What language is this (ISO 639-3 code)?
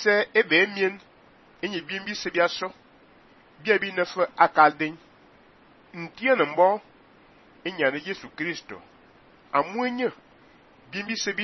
fan